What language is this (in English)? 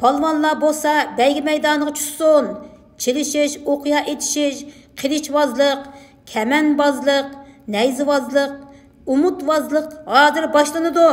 Uyghur